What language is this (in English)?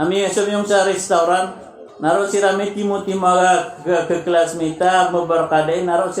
Maranao